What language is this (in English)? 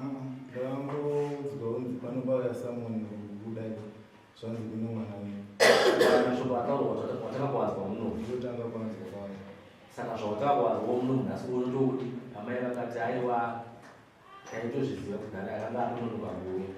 Shona